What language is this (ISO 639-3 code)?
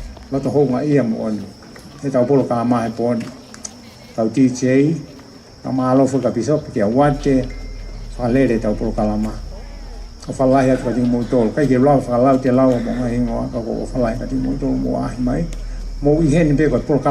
ton